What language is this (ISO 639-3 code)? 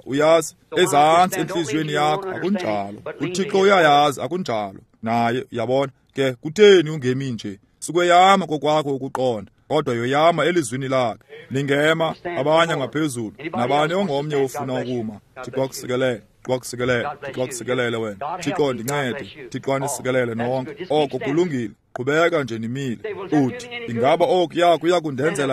xho